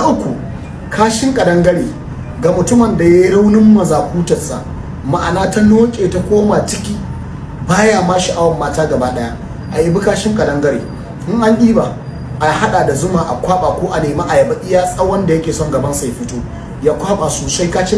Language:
Hausa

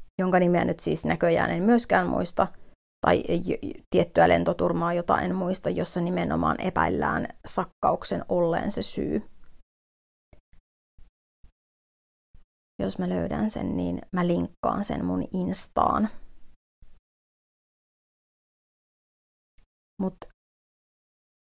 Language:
Finnish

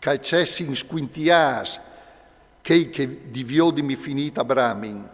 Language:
Friulian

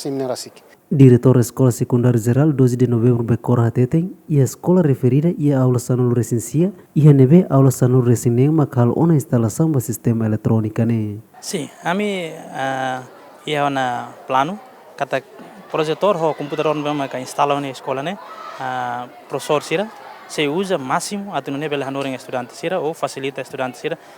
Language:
Tetum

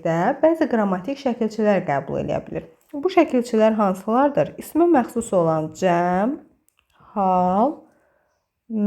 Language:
Azerbaijani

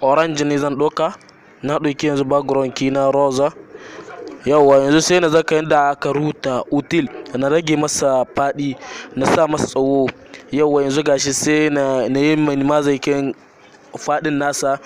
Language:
Hausa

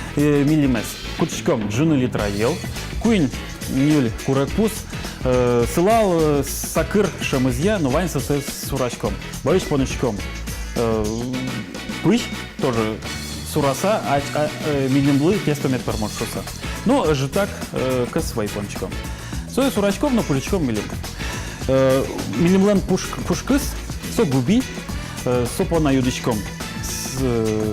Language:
Udmurt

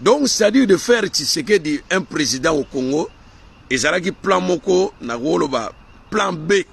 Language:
Lingala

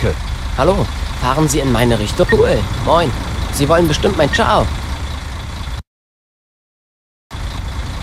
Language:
German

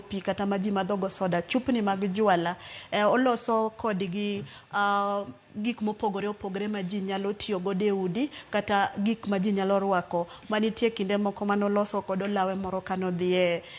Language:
Luo (Kenya and Tanzania)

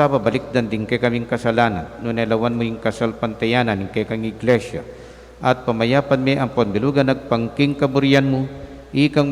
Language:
Pampanga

